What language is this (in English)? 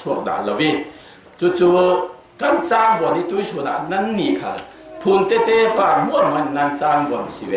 Falam Chin